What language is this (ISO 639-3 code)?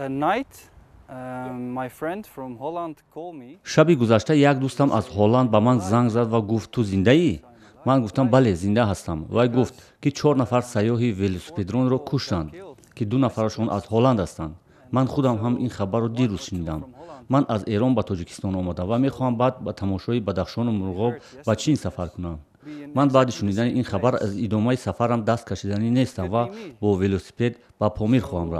tgk